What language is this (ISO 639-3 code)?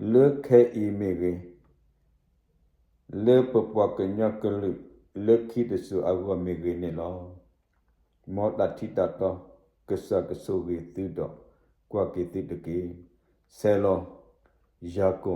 ksw